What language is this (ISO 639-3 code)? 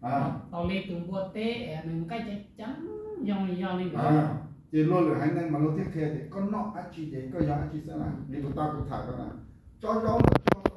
hmn